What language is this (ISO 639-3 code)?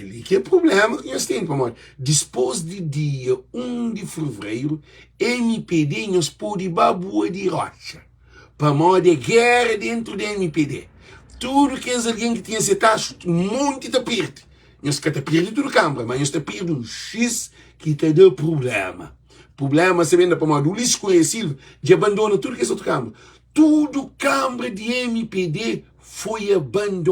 kea